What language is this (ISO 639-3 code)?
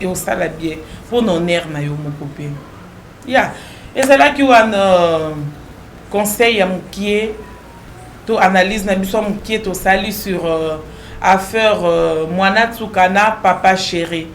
lin